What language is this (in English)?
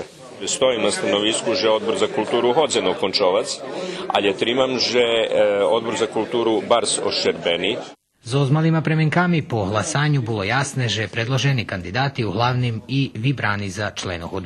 Rusyn